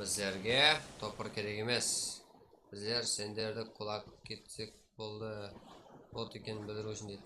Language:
Kara-Kalpak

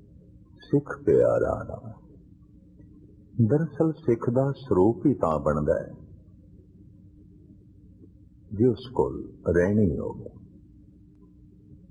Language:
Punjabi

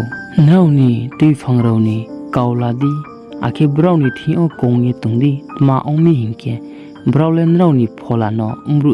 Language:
Riang (India)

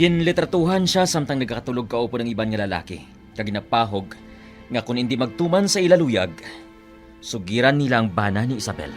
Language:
Hiligaynon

